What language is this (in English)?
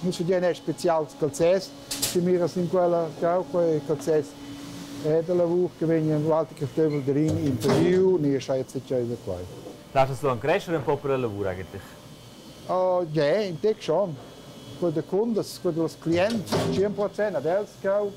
Romansh